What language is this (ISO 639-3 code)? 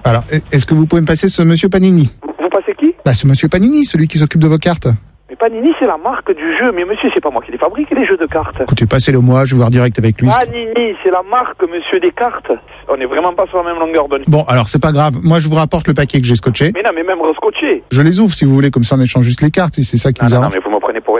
fra